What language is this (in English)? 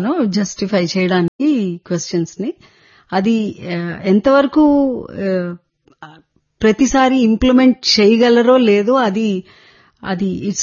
Telugu